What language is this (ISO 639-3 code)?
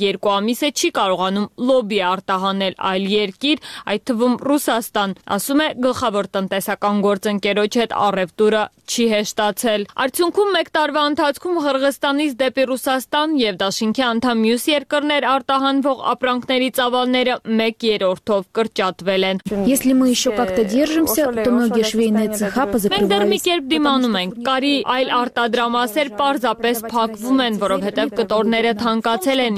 hye